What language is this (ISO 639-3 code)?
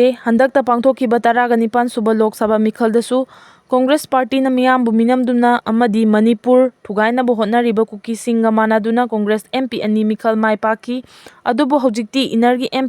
mni